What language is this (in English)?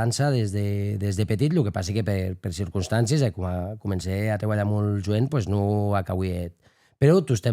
Occitan